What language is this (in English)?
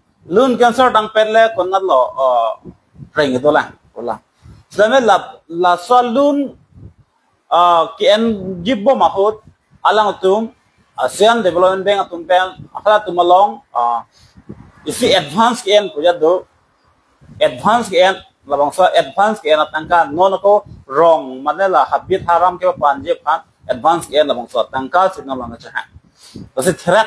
Karbi